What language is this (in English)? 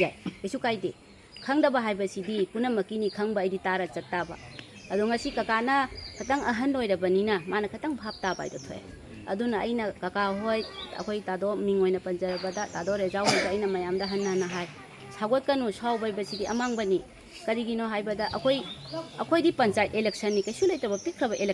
Manipuri